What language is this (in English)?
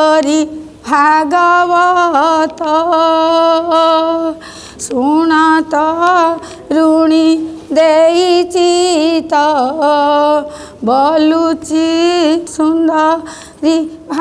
Odia